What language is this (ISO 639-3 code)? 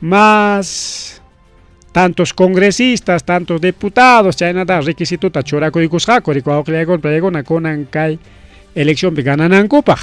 quy